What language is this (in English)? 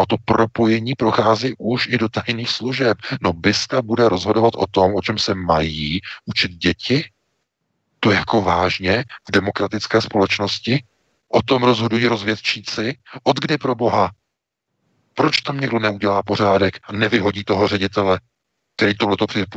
Czech